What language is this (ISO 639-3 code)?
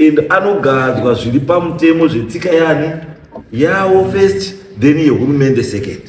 sna